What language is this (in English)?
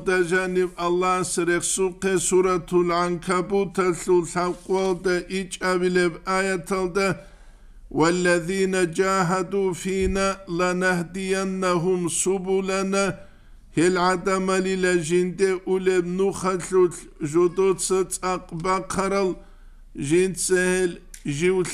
Avaric